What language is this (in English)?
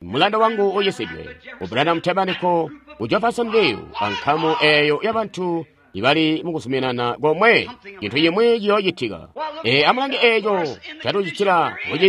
Tonga (Zambia)